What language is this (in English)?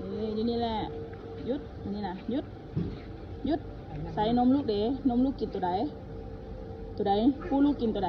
Lao